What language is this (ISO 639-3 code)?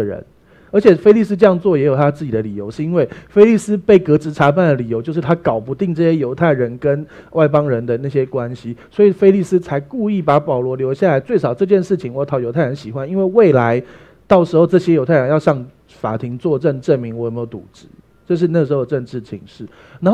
zho